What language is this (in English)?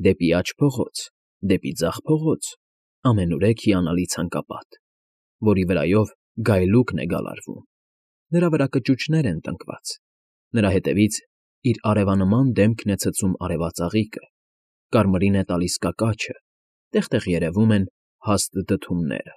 Armenian